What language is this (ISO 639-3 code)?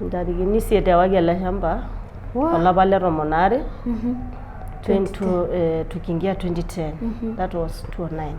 mas